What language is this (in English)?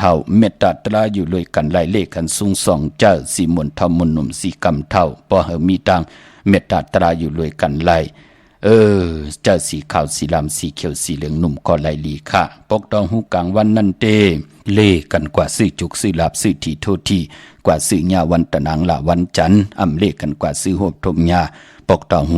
Shan